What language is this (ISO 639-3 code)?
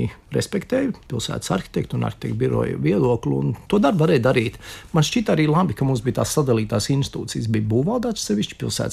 lav